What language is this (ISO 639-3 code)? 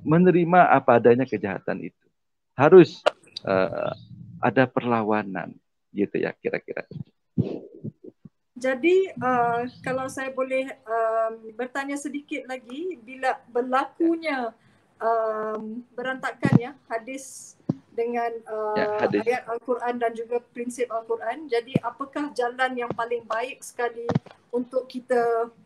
msa